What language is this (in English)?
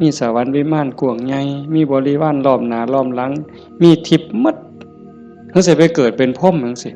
Northeastern Thai